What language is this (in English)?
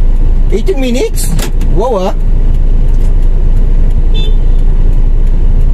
Filipino